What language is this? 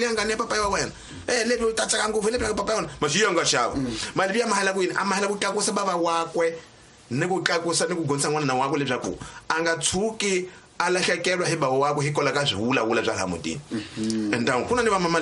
Tsonga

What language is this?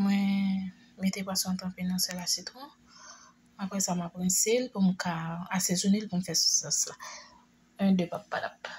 Haitian Creole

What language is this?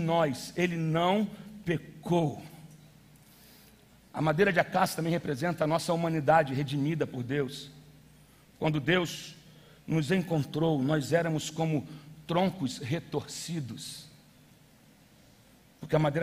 Portuguese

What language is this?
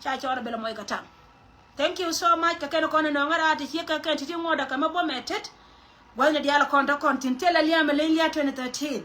Nuer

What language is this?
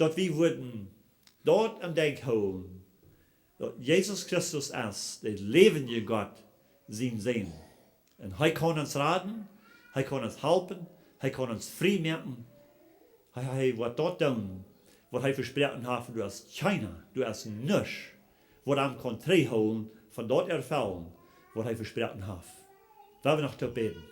Plautdietsch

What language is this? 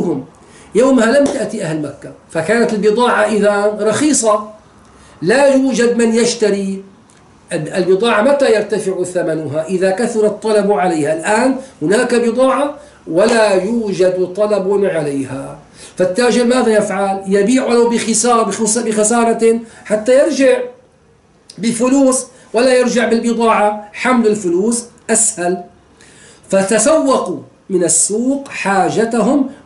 Arabic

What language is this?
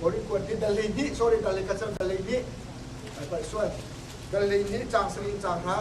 Hakha Chin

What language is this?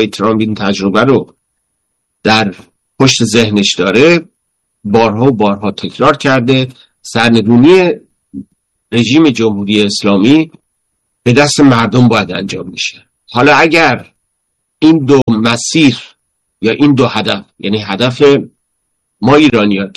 Persian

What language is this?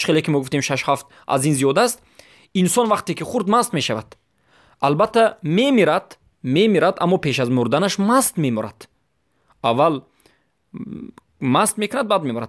Tajik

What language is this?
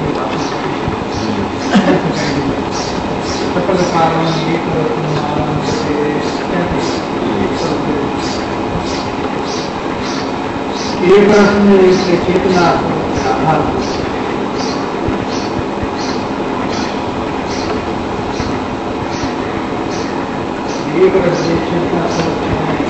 Gujarati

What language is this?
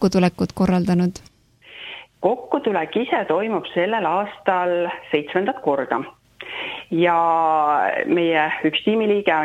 Estonian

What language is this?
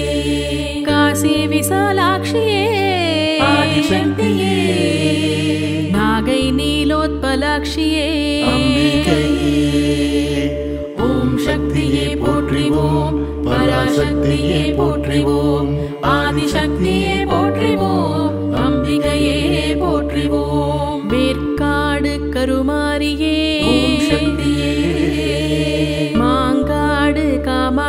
Tamil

